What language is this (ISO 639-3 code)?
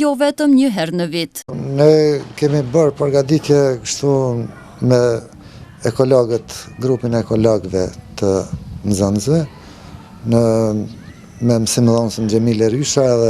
sqi